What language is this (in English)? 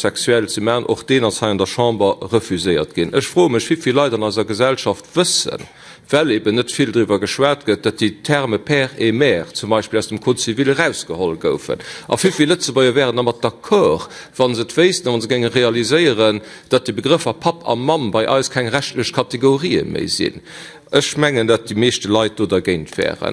Luxembourgish